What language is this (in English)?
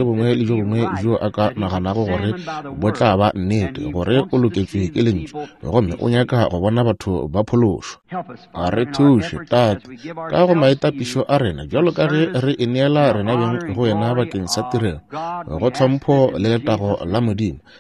Northern Sotho